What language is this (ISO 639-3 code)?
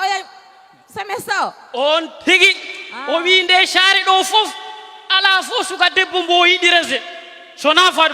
ful